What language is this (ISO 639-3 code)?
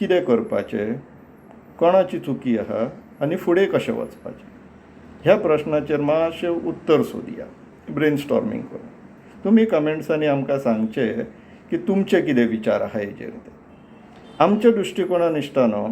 kok